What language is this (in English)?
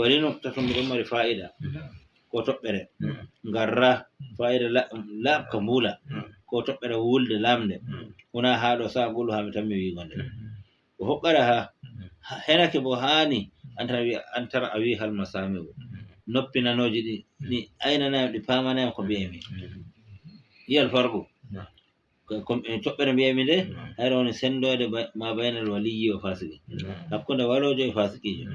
Fula